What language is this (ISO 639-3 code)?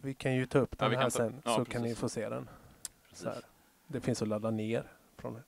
swe